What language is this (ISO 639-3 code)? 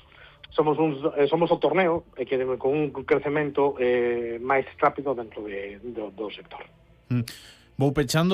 glg